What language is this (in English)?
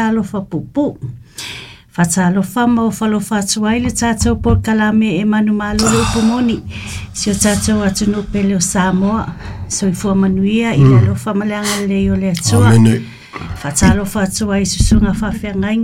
Samoan